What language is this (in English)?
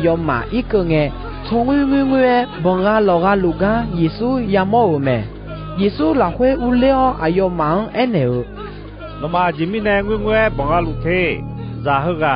Akha